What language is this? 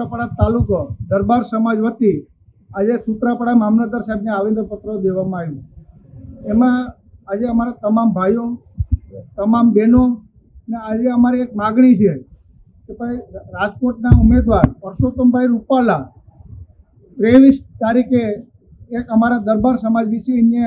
Gujarati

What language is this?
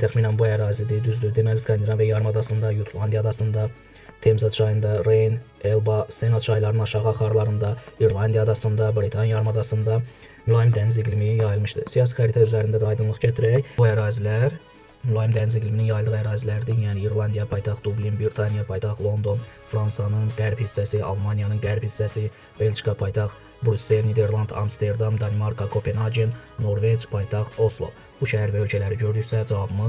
Azerbaijani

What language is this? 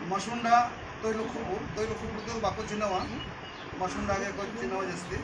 Santali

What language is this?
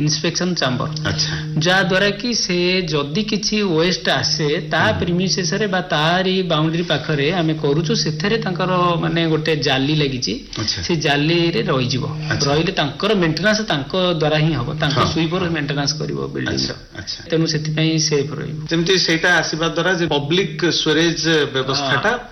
Odia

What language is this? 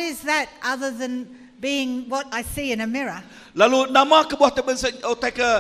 Iban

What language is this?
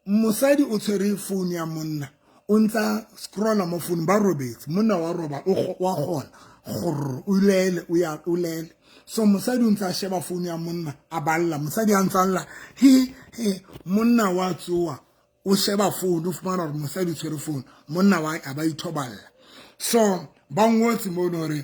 Southern Sotho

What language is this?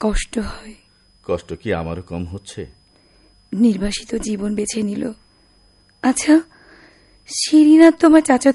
Bangla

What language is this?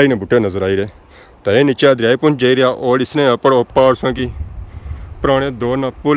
Pahari-Potwari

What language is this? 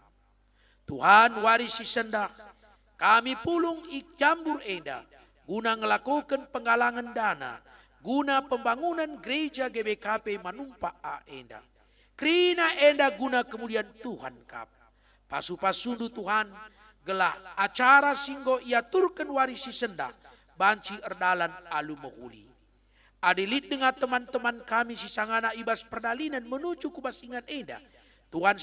Batak Karo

